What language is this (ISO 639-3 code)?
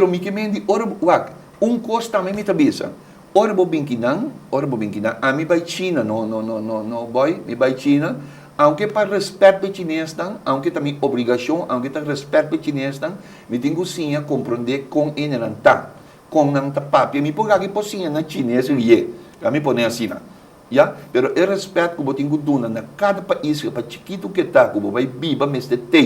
pap